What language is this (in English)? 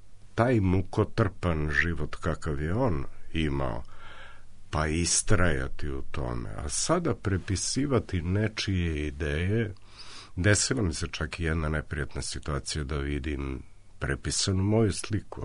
Serbian